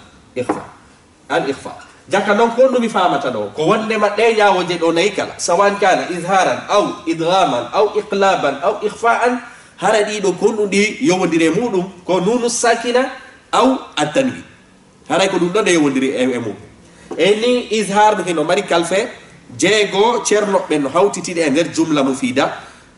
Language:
Fula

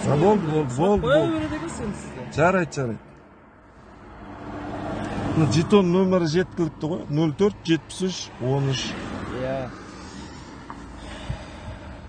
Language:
Kazakh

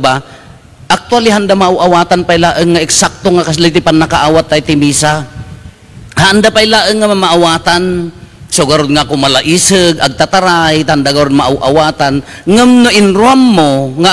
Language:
Iloko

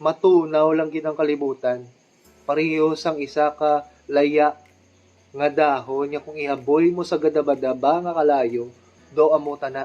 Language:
Hiligaynon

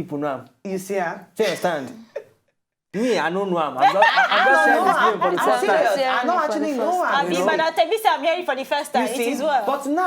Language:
Nigerian Pidgin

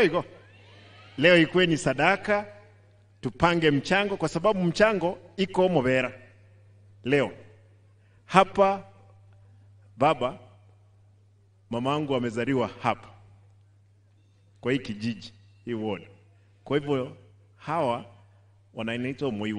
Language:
Swahili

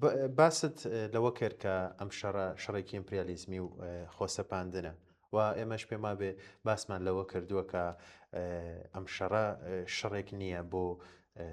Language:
Central Kurdish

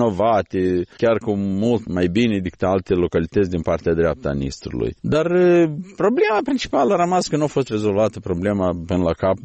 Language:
Romanian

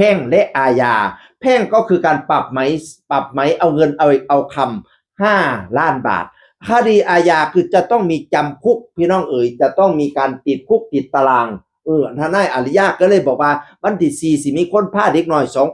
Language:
Northeastern Thai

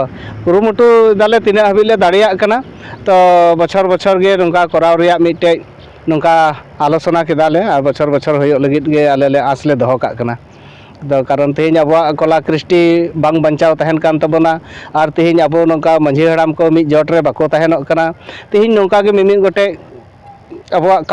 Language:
Santali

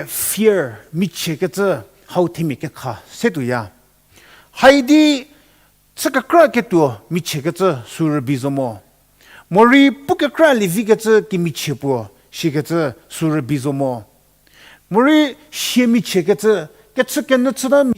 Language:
Angami Naga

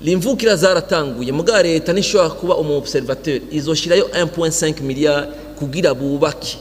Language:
Rundi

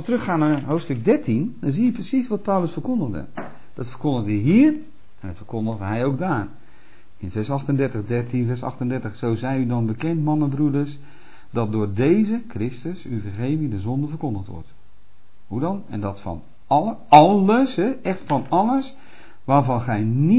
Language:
Dutch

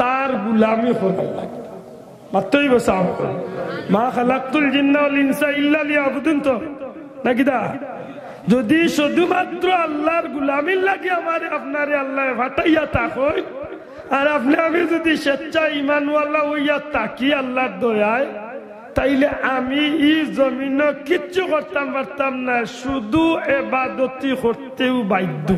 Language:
Sylheti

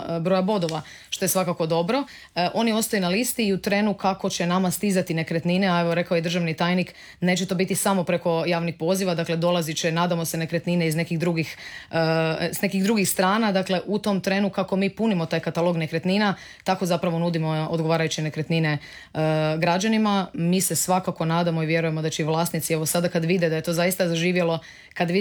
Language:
Croatian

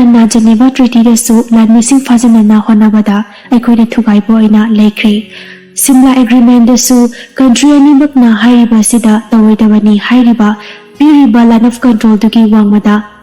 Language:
Manipuri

